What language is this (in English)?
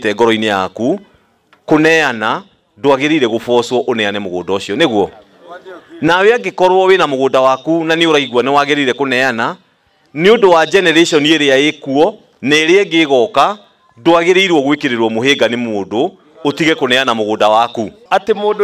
Kikuyu